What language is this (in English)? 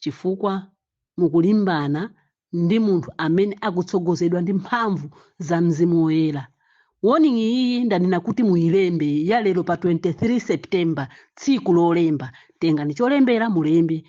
Nyanja